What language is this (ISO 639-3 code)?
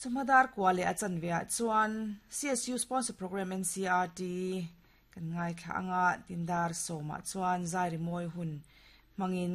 lus